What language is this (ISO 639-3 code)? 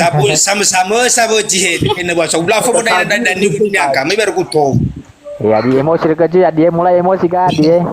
nia